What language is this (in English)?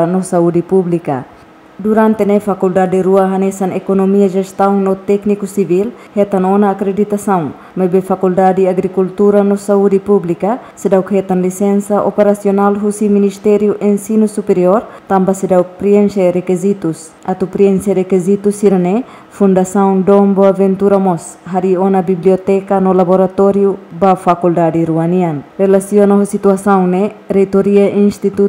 Tetum